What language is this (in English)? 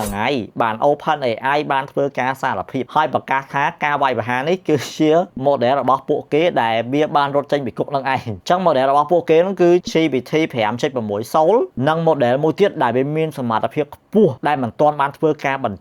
Khmer